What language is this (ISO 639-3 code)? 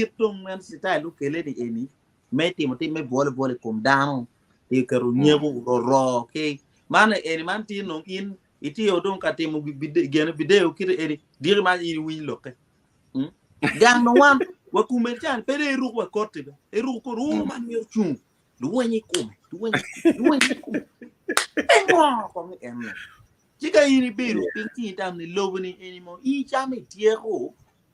ach